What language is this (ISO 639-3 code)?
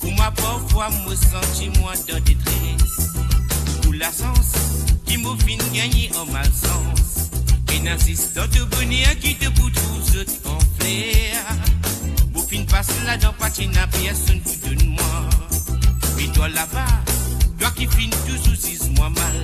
mfe